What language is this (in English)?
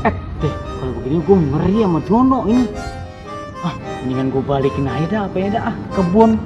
Betawi